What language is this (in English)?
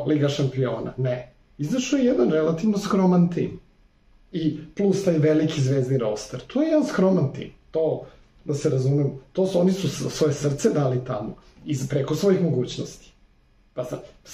Serbian